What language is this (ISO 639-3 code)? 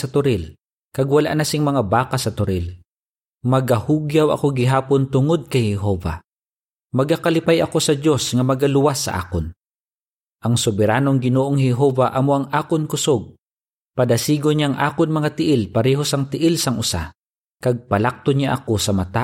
hil